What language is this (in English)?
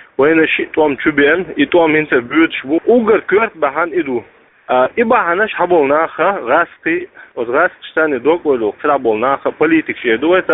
Chechen